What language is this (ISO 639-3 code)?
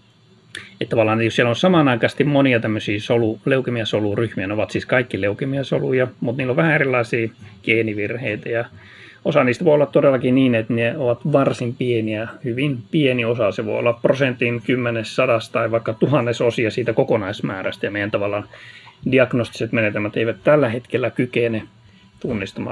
fin